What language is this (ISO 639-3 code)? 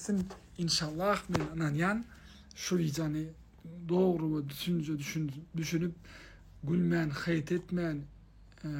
tuk